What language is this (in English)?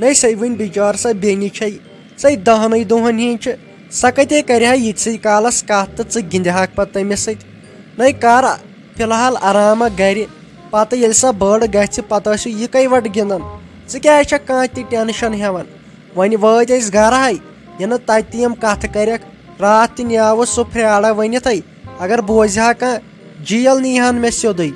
Kashmiri